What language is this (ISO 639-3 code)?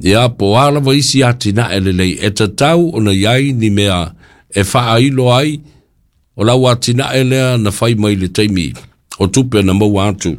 smo